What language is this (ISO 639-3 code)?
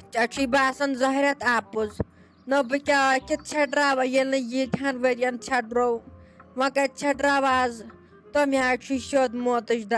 kas